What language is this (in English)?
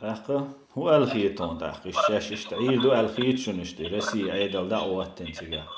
Chechen